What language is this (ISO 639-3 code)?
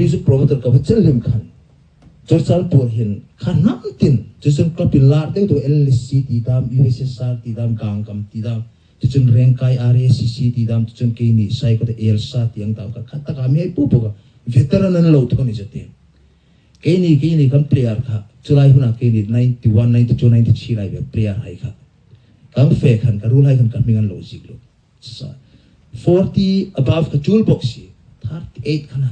hmr